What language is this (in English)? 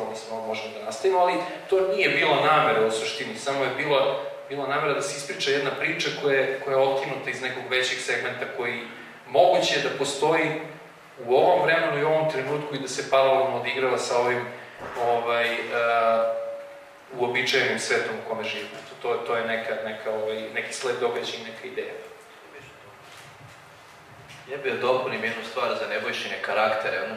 Serbian